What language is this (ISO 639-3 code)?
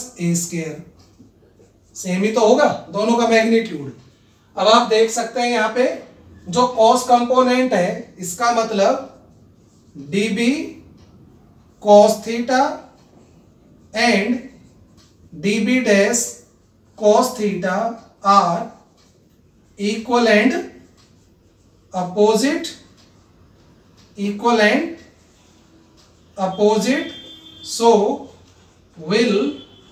hin